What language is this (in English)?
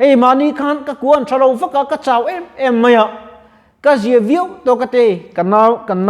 Mizo